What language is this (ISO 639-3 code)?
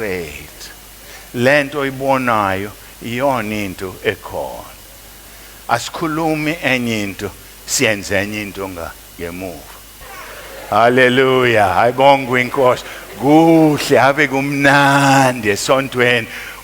zul